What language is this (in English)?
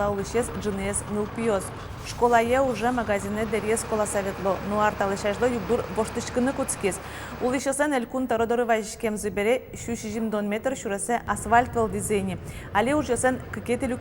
Udmurt